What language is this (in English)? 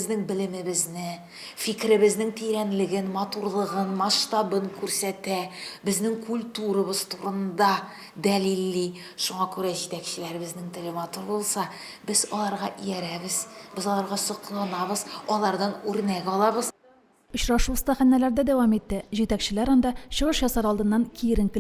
Tatar